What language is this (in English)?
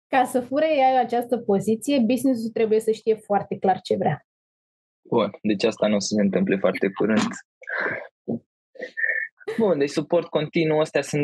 Romanian